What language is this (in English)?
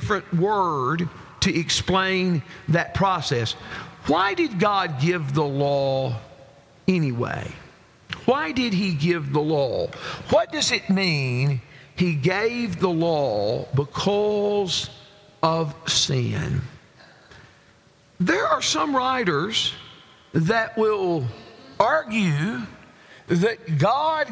English